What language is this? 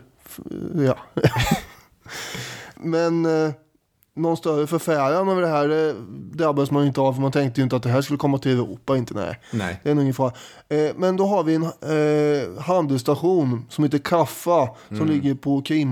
Swedish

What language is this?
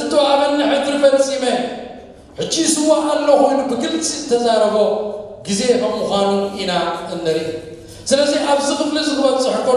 Tigrinya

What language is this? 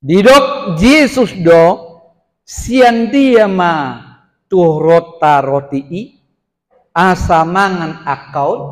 Batak Toba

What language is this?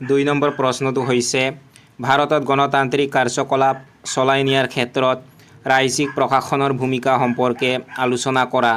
Assamese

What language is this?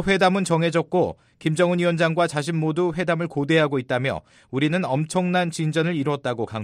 Korean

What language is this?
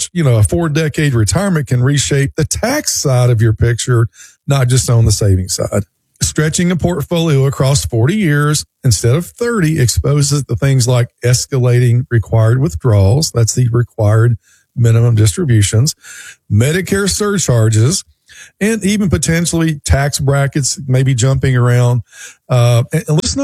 English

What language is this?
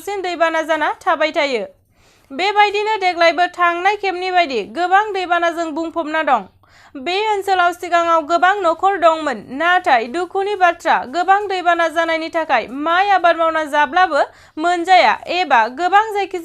Bodo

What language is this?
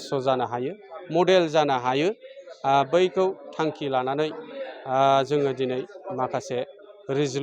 Bodo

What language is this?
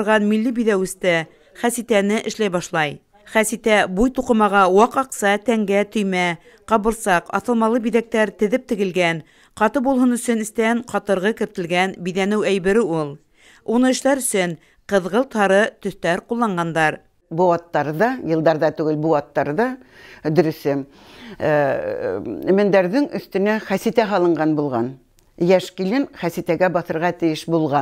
Bashkir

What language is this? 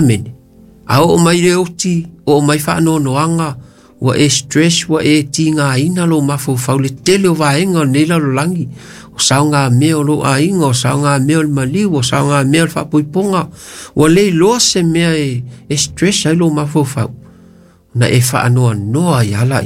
Samoan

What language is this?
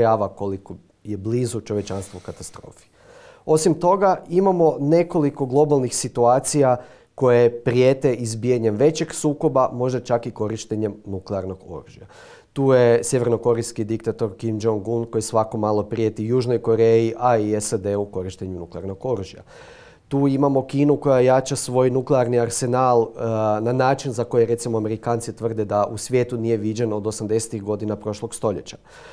Croatian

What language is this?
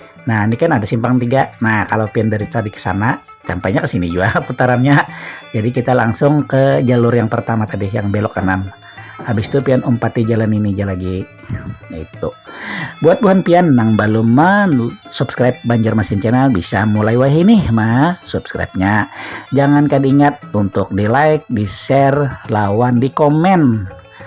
Banjar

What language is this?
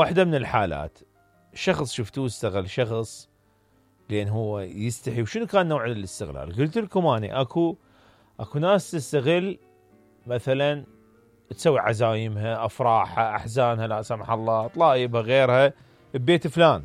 Mesopotamian Arabic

